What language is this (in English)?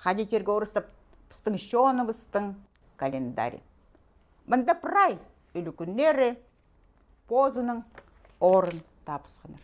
Khakas